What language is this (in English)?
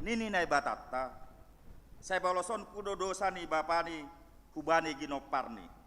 Batak Simalungun